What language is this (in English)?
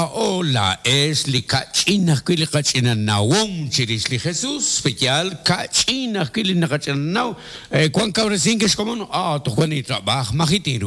Kekchí